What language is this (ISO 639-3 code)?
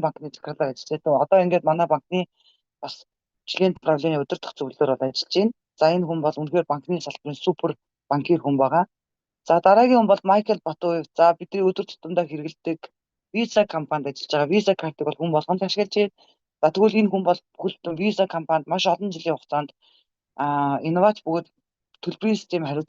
mon